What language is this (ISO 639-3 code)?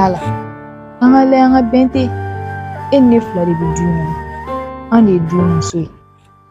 bam